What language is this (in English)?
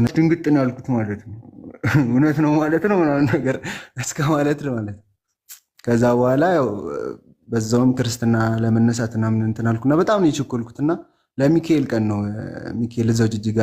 Amharic